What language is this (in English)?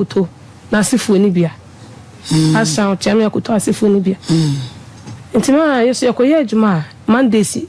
Akan